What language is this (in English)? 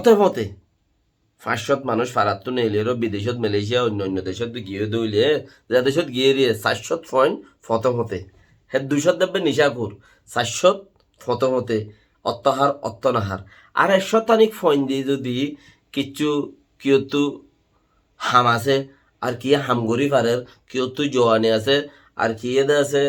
Rohingya